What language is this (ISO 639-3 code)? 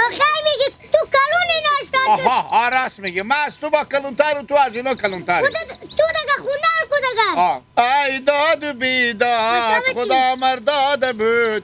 haz